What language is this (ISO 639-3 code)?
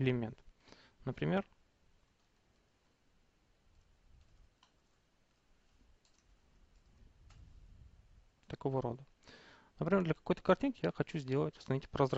rus